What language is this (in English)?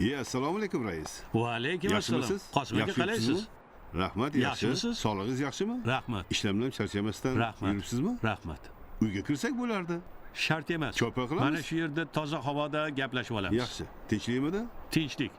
Uzbek